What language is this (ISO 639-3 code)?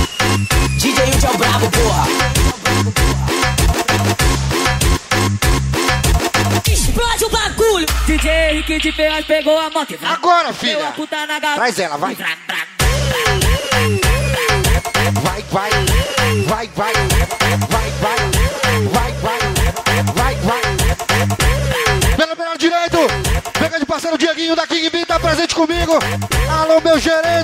por